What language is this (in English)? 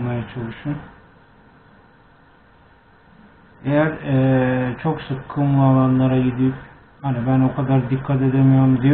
Turkish